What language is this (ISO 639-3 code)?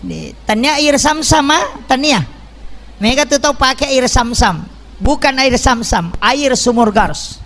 bug